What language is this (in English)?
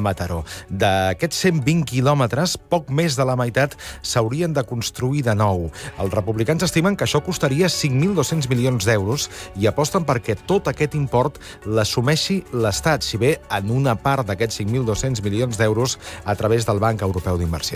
Catalan